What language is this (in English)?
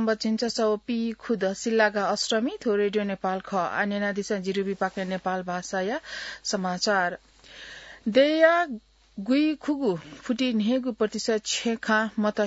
Newari